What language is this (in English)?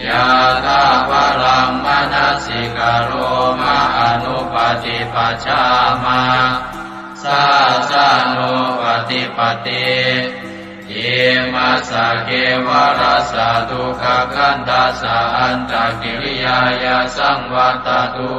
Pali